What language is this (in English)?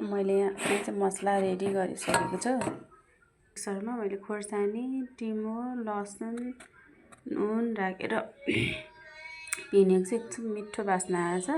Nepali